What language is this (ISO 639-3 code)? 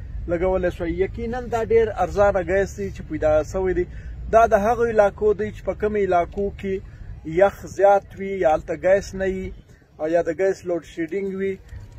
pus